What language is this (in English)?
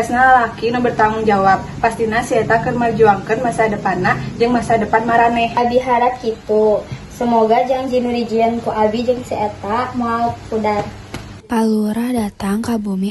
Sundanese